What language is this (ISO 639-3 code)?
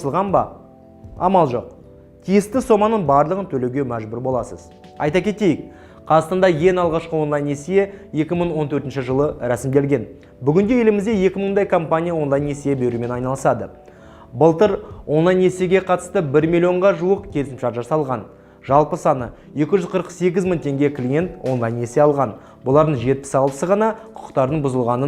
kaz